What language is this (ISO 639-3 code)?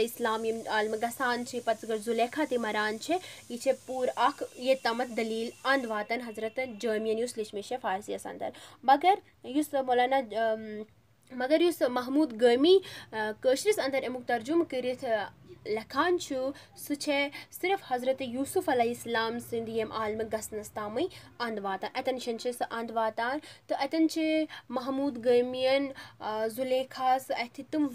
kas